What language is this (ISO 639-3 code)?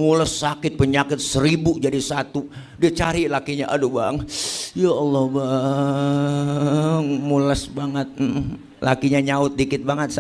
bew